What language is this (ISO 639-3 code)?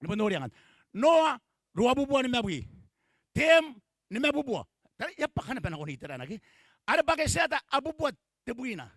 gil